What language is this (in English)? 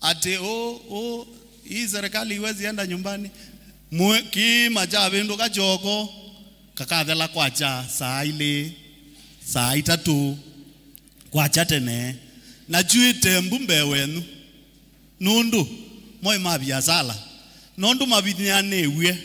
Kamba